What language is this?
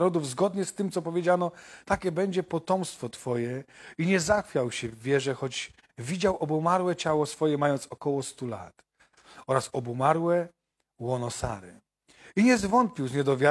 Polish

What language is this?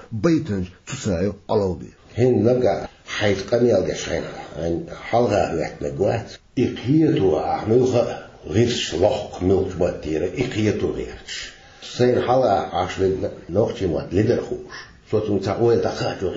Chechen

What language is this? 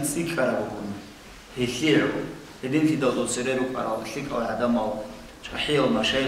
Avaric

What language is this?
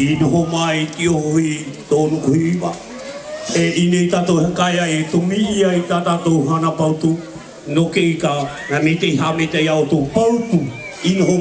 South Marquesan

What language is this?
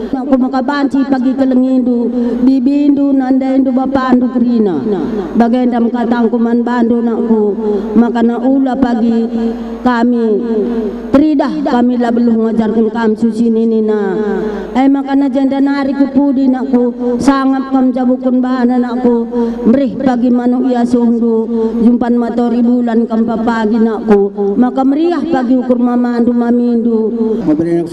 Batak Karo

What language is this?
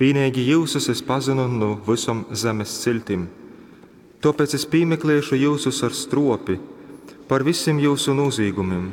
Latgalian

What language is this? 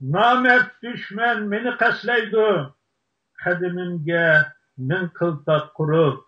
Uyghur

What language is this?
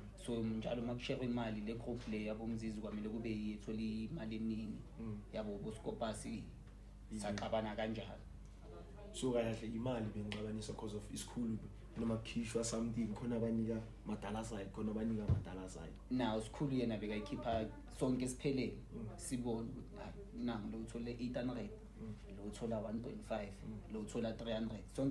Zulu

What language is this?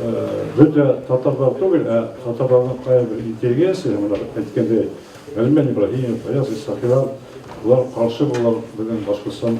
Bashkir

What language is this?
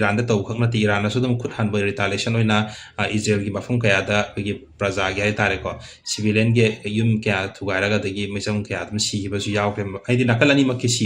Manipuri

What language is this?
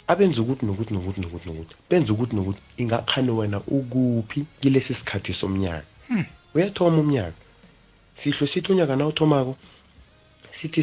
South Ndebele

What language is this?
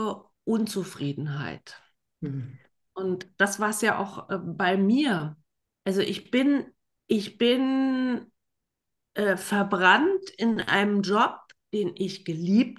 German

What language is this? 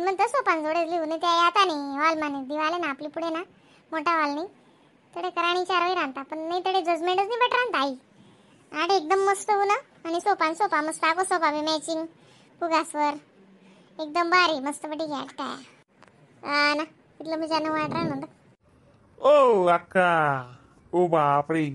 Khandesi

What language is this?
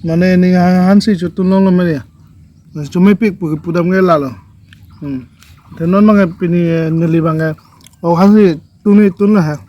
Karbi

